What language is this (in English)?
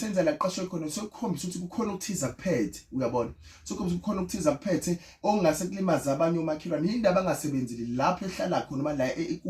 Zulu